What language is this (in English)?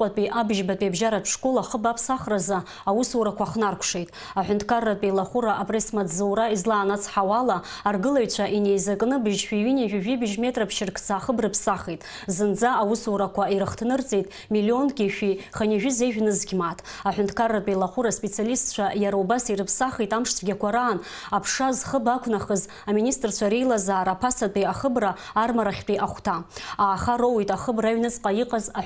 Abkhazian